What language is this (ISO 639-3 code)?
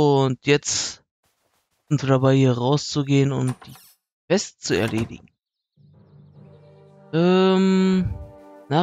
deu